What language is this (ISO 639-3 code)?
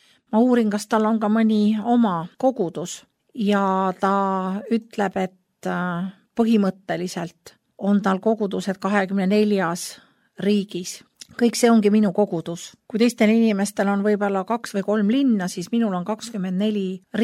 est